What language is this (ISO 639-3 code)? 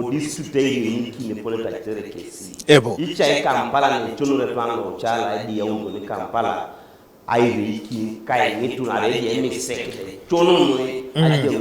teo